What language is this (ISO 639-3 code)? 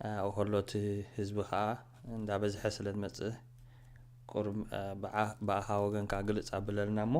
tir